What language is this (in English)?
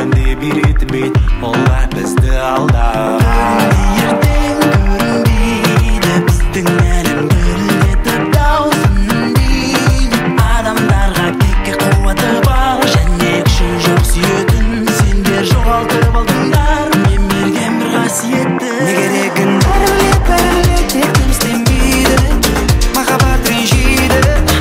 Kazakh